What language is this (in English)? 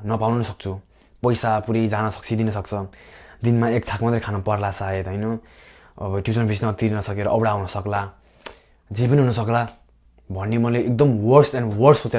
Nepali